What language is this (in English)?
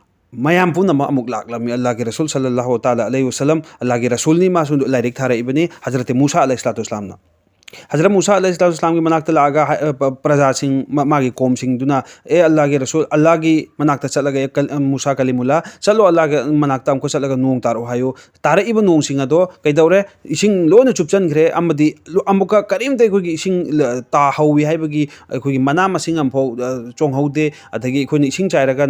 Manipuri